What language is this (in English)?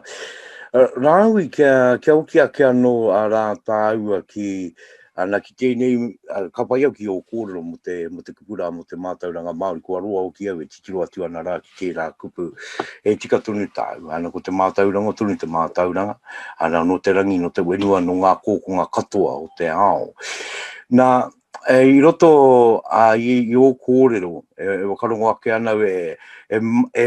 Māori